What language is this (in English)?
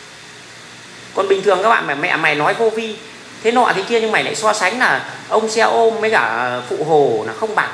Vietnamese